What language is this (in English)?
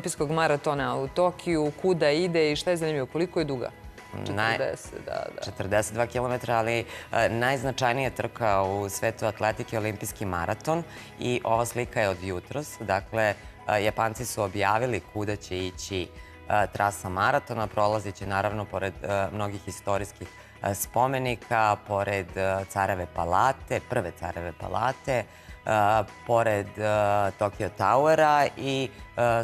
Serbian